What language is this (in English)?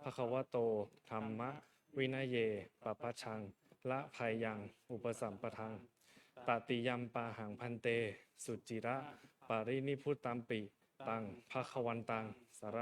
Pali